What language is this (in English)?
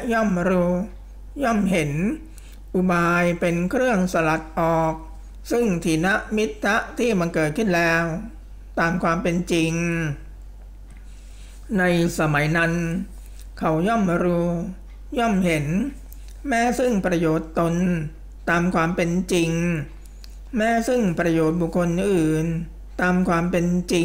Thai